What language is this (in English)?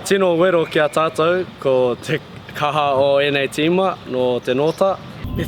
Māori